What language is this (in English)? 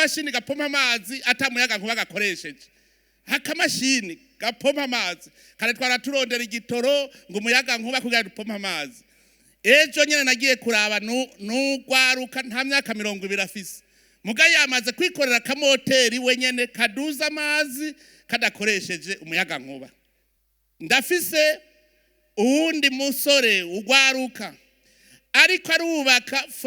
Rundi